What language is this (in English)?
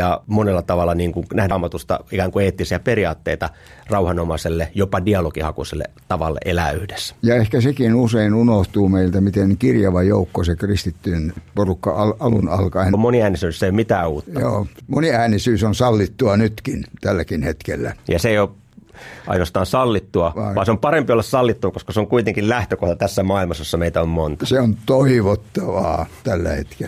Finnish